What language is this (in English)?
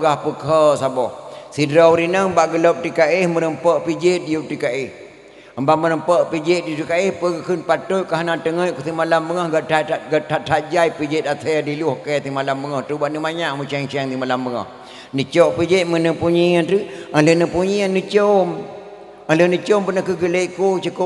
Achinese